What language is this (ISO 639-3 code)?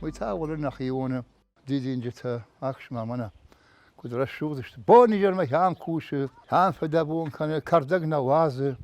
oss